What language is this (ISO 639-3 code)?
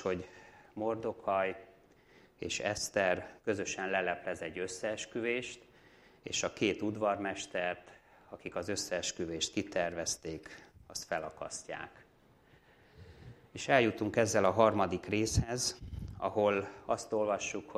hun